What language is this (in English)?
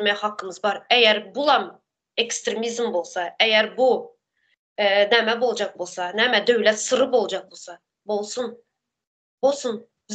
Turkmen